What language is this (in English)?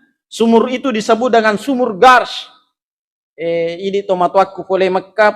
Buginese